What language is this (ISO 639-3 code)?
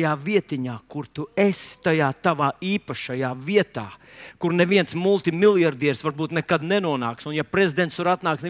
lav